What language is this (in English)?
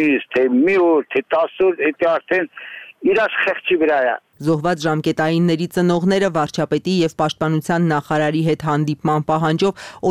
Armenian